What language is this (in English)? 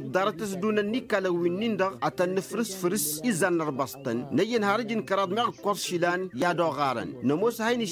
Tamasheq